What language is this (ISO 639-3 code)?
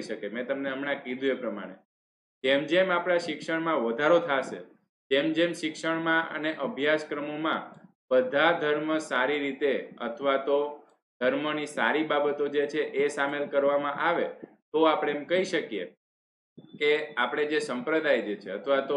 guj